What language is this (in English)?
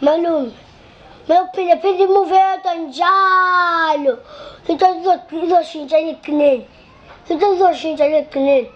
Zulu